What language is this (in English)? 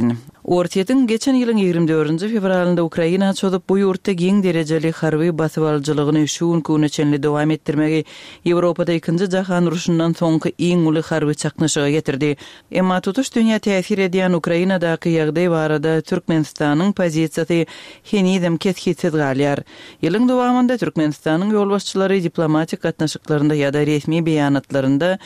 Turkmen